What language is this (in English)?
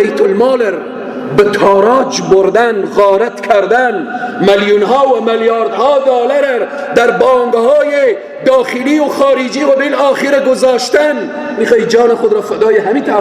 Persian